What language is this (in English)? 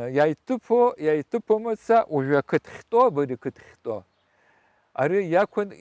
Abkhazian